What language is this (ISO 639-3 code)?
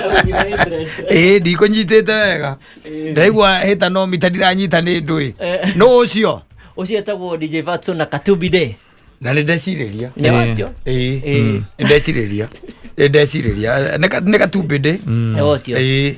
kik